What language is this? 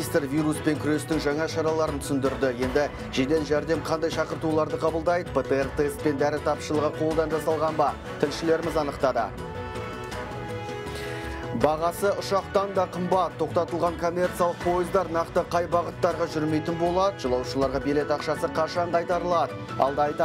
Kazakh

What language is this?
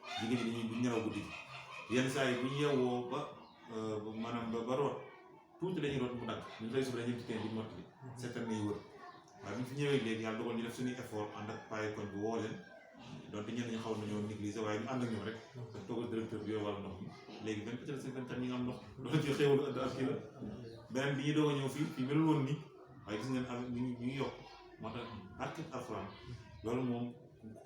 Wolof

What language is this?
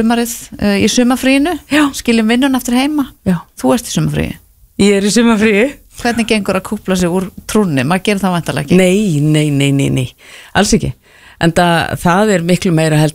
Icelandic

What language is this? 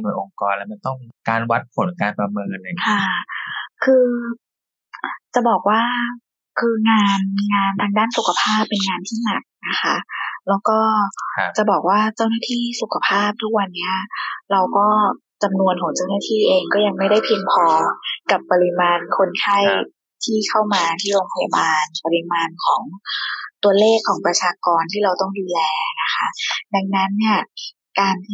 Thai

